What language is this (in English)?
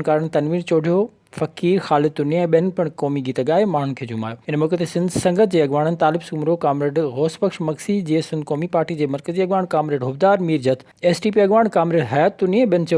Sindhi